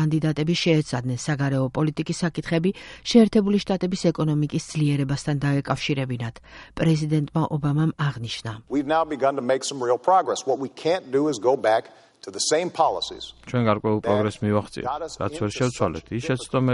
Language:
Georgian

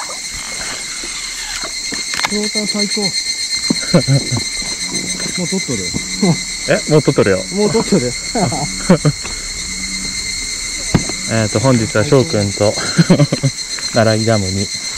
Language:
Japanese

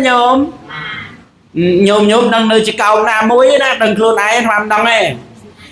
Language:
Khmer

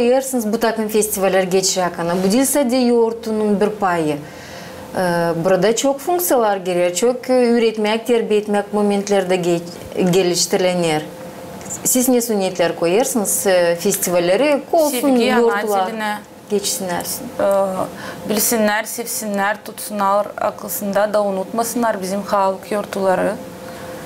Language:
Gagauz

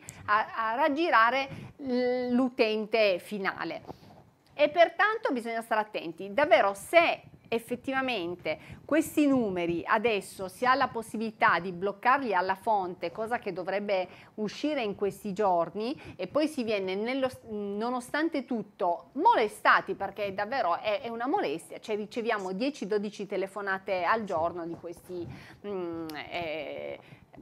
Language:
Italian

